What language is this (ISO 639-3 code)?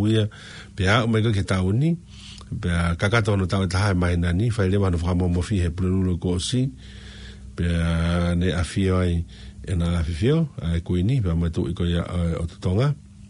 ton